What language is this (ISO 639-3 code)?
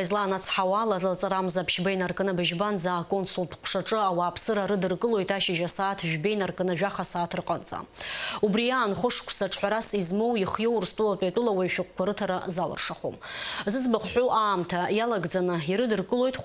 abk